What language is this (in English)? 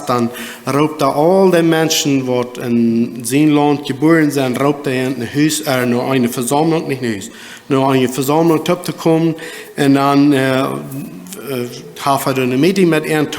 Plautdietsch